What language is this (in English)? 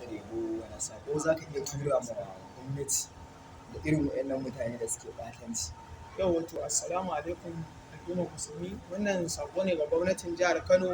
Hausa